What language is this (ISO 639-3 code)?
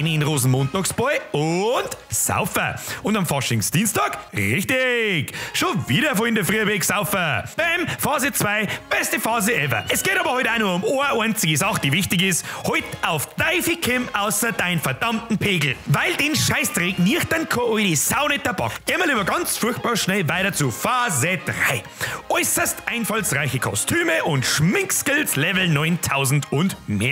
bar